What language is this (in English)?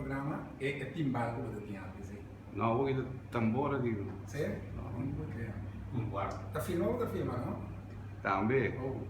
Papiamento